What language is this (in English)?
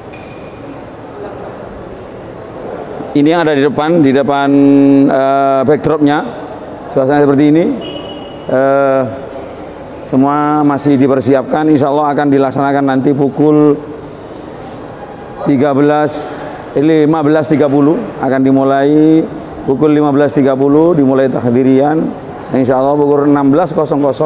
Indonesian